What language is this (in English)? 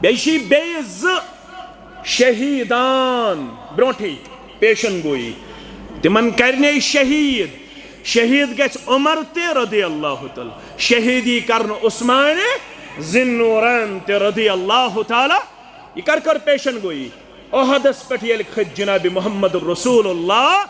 Kashmiri